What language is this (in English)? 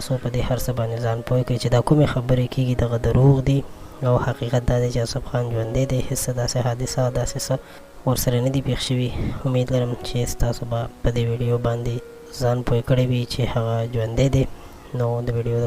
Pashto